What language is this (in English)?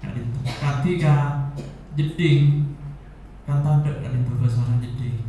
Madurese